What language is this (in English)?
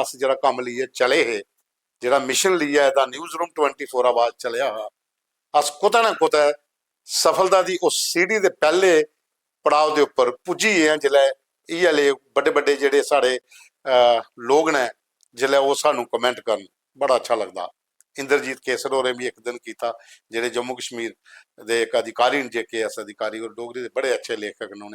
Dogri